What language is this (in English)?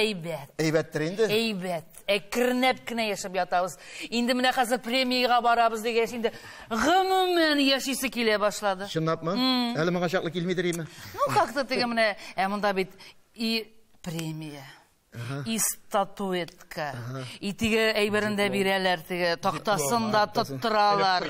Tatar